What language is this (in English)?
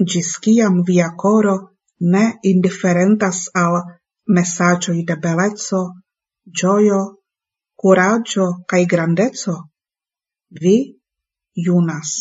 Esperanto